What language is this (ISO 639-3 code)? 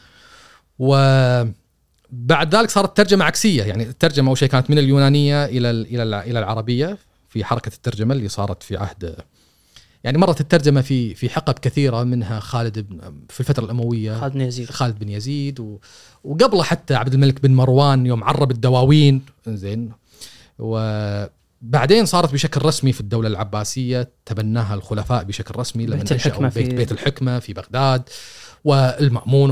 afb